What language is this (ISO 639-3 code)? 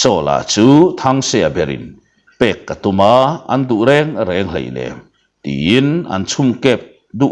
lus